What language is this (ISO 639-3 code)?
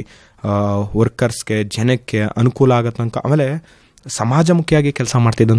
kan